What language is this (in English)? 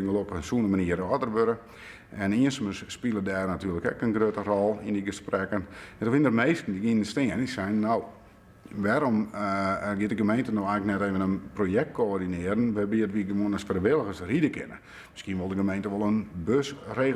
Western Frisian